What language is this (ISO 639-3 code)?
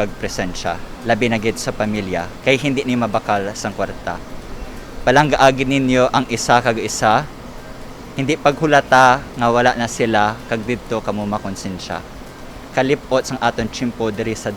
hil